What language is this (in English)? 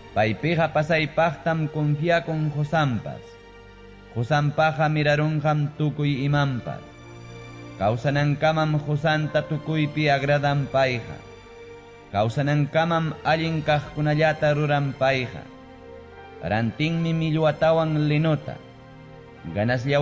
Ayacucho Quechua